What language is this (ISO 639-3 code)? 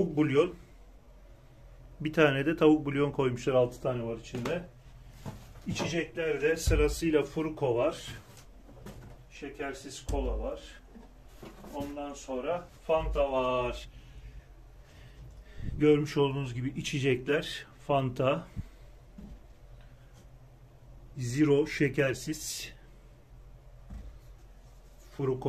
tur